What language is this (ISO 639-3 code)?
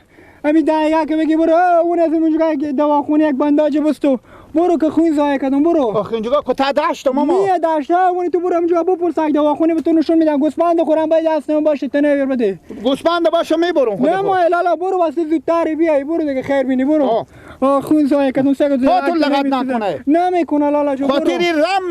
fas